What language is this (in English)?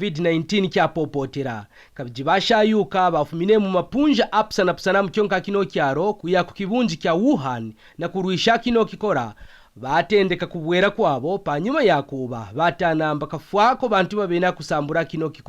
Kaonde